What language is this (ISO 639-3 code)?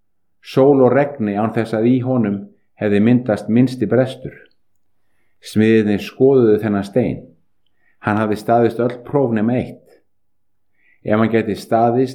isl